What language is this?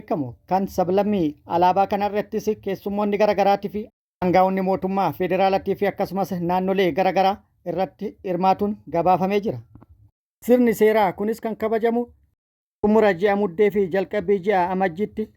Oromo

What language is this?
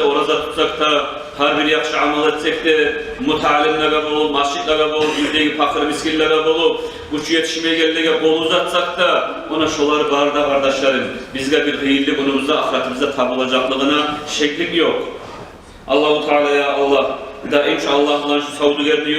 Kumyk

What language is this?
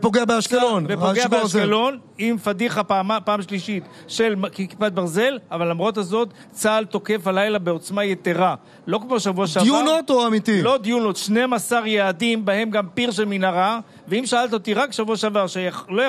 Hebrew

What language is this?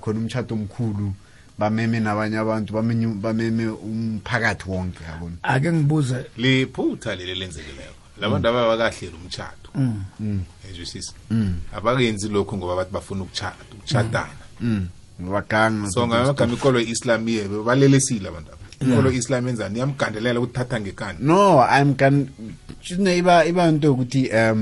South Ndebele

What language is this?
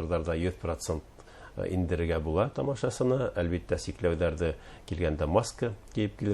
Bashkir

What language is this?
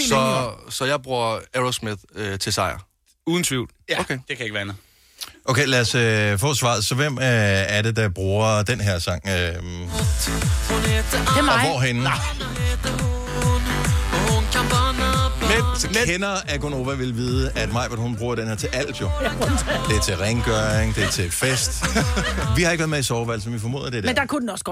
Danish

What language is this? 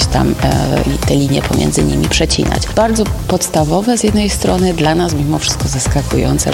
Polish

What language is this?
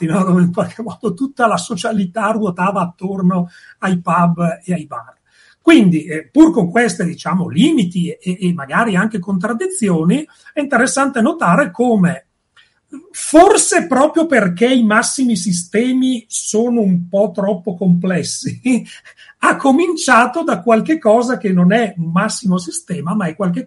Italian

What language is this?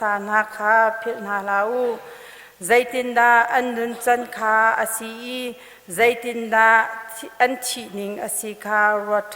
Hakha Chin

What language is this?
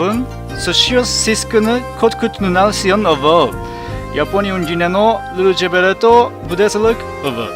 Udmurt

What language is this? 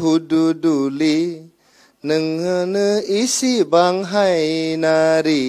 Bodo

